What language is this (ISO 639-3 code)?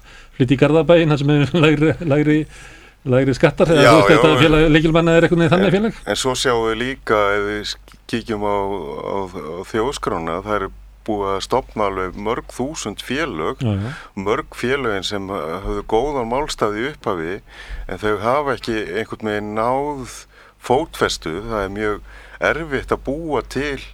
isl